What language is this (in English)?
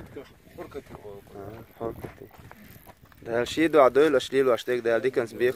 Chechen